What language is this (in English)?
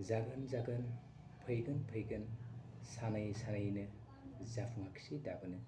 Bodo